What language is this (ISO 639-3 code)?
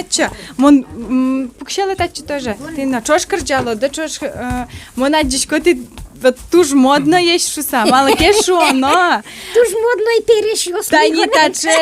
udm